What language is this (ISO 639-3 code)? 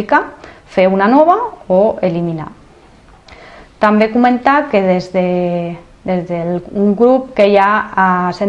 cat